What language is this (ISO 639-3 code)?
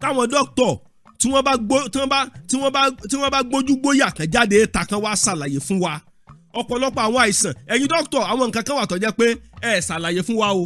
yor